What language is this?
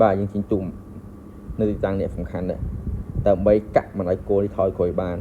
Khmer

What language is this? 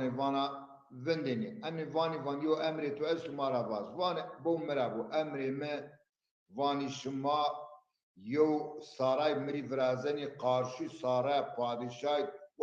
Zaza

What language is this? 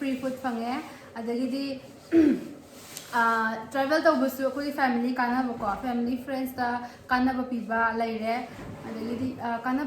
Manipuri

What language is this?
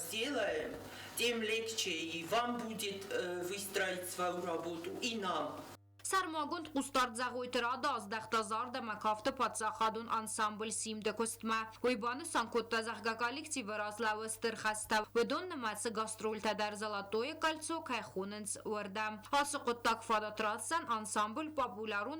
Ossetic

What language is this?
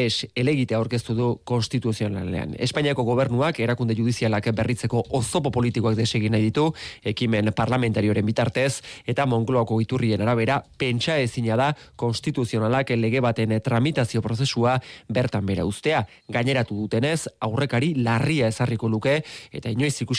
Basque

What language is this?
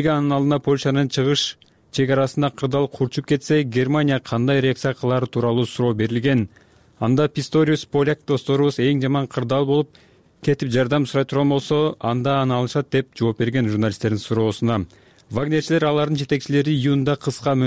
Kyrgyz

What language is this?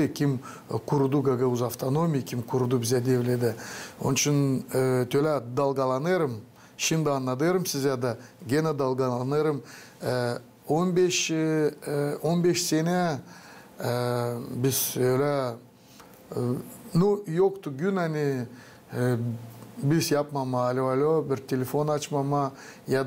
Gagauz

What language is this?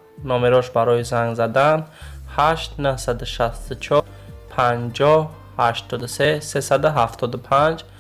Tajik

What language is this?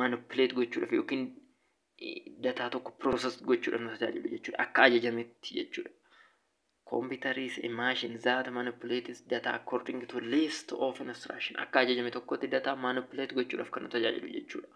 Oromo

